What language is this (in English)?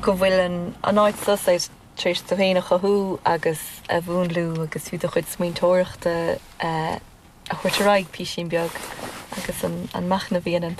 Irish